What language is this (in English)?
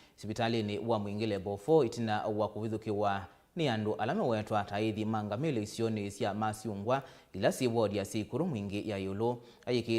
Kamba